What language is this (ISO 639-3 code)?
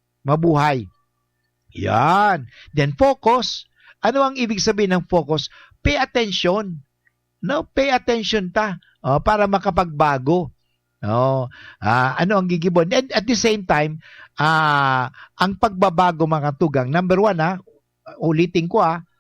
bik